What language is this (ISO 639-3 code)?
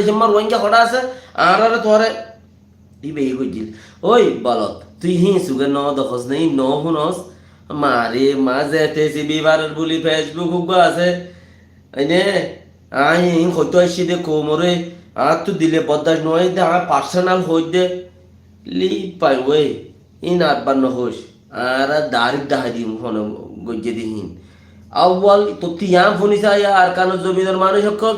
rhg